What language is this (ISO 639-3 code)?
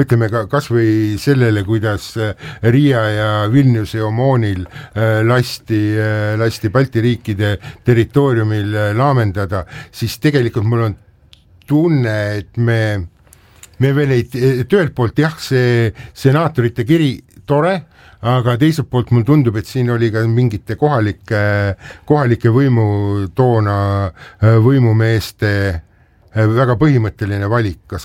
est